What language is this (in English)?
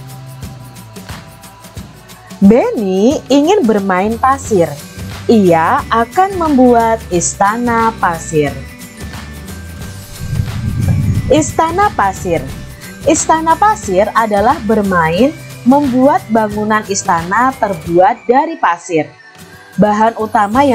Indonesian